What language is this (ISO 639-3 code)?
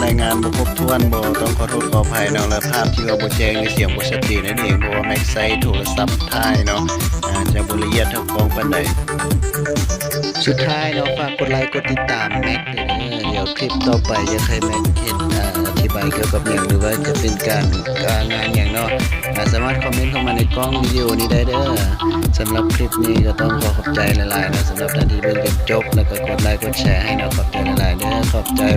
lao